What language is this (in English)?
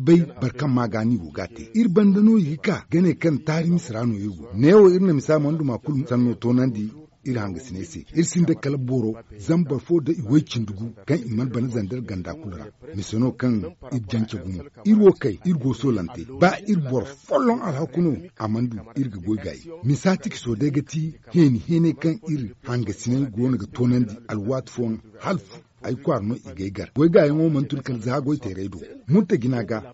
Zarma